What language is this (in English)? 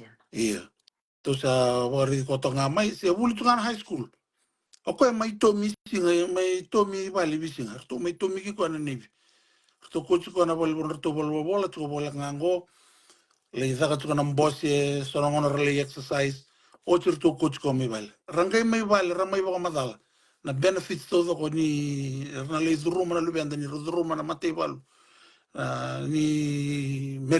Fijian